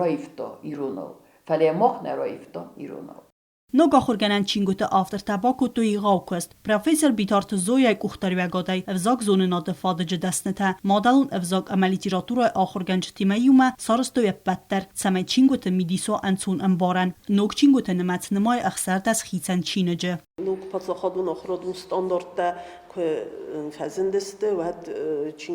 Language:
Ossetic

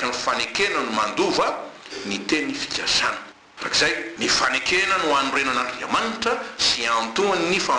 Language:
Malagasy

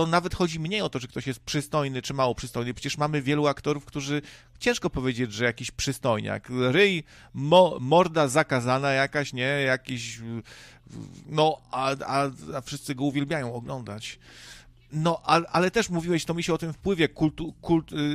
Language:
Polish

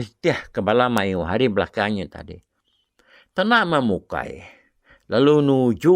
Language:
Iban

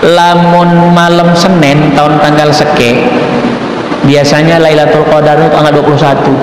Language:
Sasak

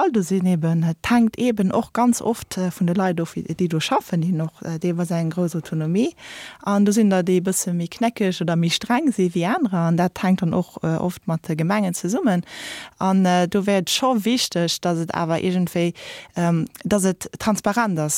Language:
Luxembourgish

